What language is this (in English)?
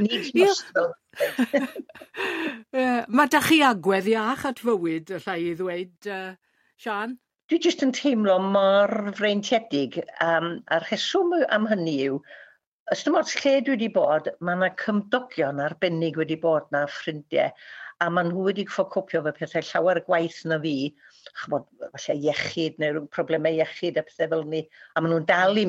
Welsh